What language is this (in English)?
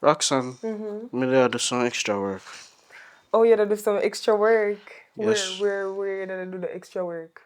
Jamaican Creole English